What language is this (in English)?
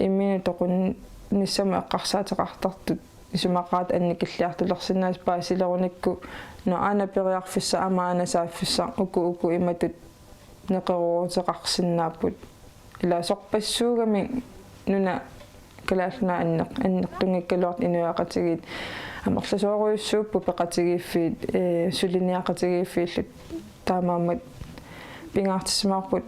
Kalaallisut